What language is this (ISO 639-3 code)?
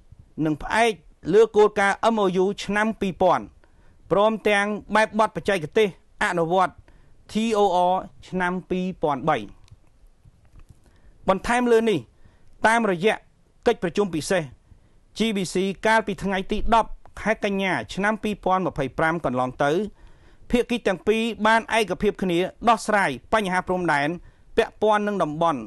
khm